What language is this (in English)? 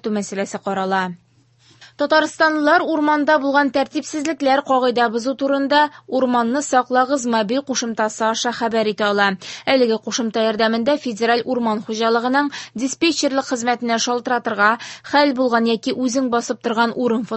Tatar